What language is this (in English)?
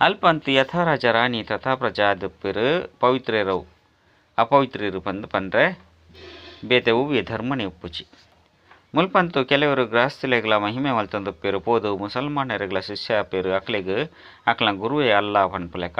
Tulu